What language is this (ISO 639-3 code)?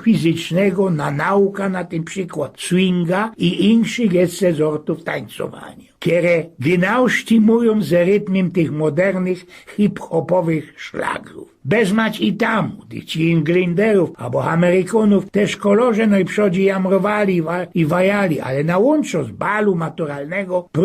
szl